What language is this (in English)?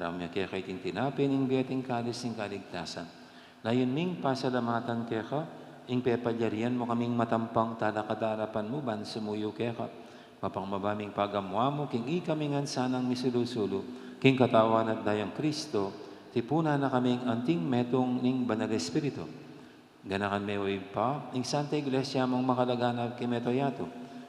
Pampanga